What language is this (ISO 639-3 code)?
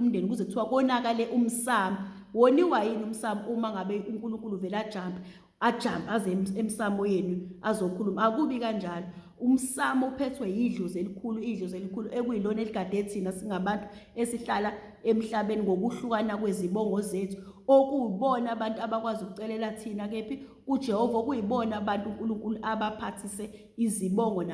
zul